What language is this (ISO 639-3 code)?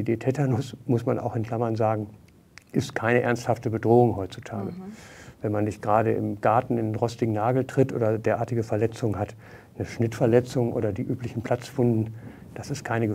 deu